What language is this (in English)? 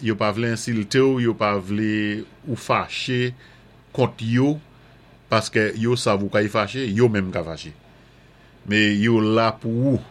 Saint Lucian Creole French